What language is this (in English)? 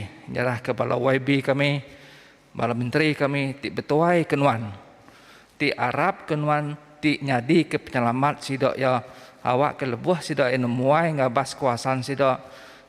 Iban